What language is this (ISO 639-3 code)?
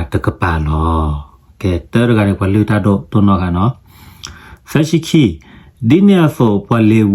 ksw